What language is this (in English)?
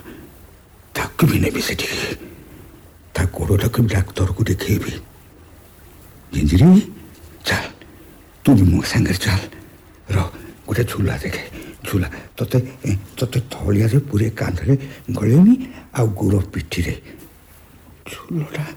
Odia